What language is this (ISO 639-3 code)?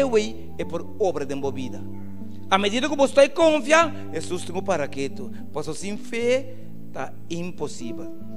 pap